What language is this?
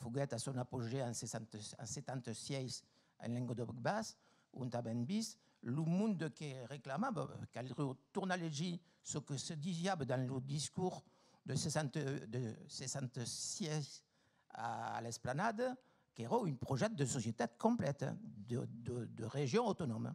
Occitan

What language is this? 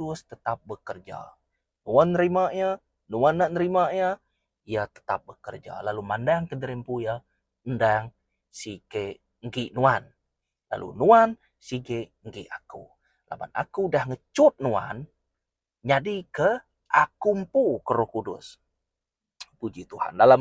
Iban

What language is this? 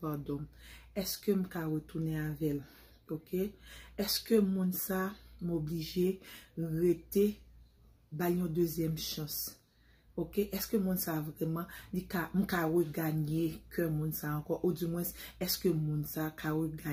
Haitian Creole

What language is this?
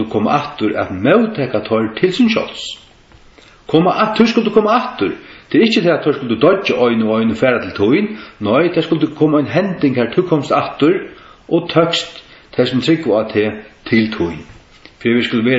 Faroese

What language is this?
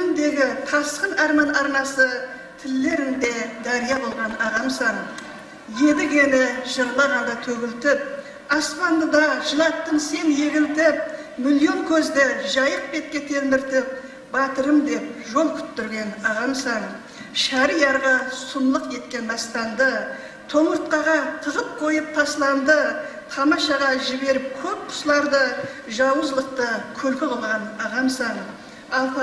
Kara-Kalpak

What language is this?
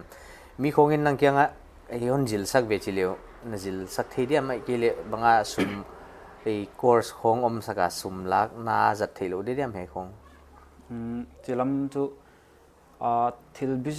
Paite Chin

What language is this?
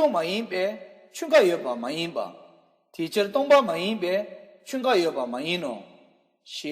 Tibetan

